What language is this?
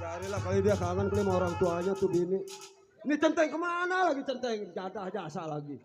Betawi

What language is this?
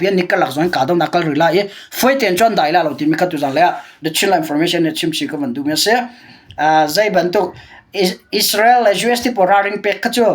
Hakha Chin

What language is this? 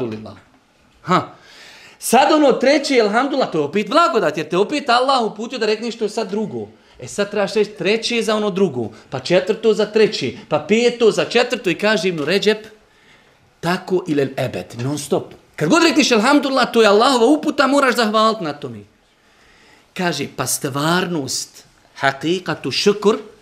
Bosnian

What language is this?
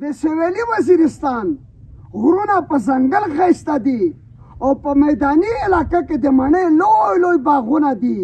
Pashto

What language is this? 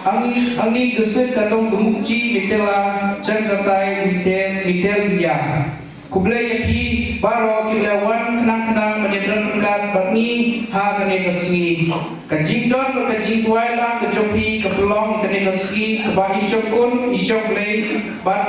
Khasi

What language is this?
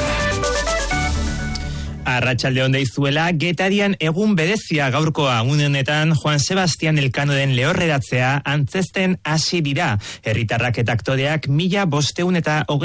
Basque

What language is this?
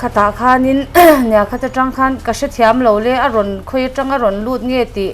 Mizo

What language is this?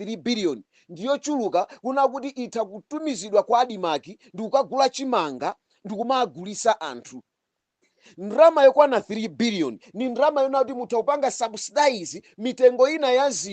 Nyanja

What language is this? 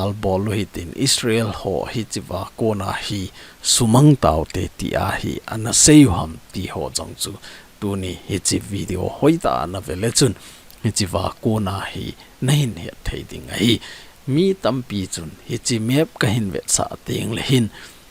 Thado Chin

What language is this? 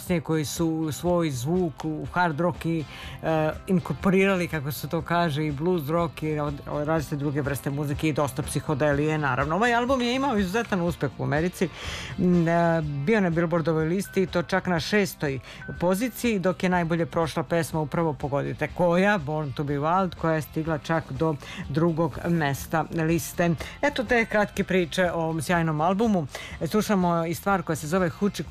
Serbian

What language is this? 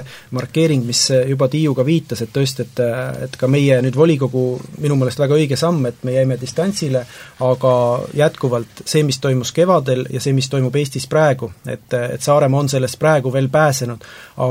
Estonian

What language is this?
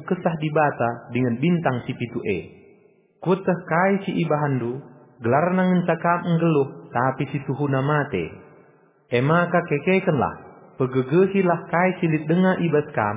Batak Karo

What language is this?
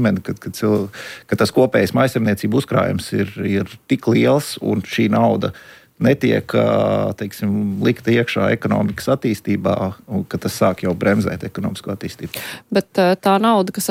Latvian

